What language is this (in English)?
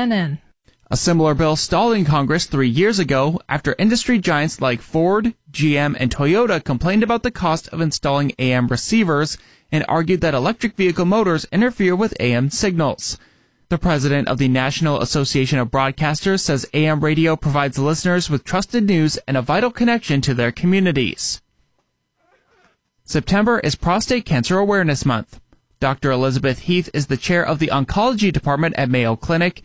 English